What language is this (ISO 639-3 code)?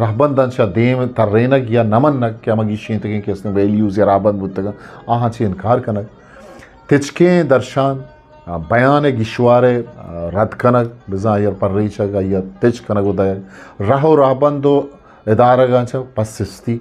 bgp